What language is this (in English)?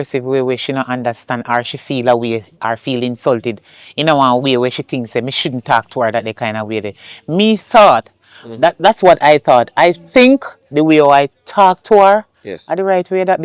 Jamaican Creole English